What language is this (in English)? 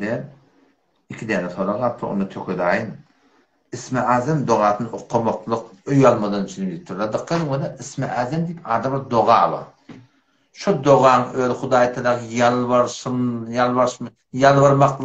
Turkmen